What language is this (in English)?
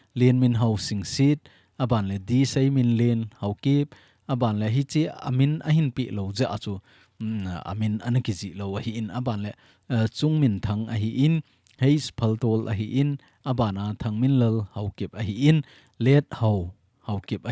Thado Chin